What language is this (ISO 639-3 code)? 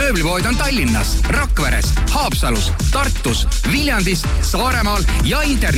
est